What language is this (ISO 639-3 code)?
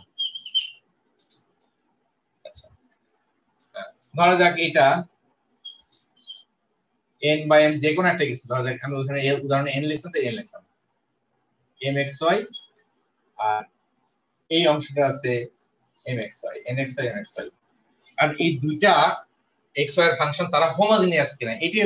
ben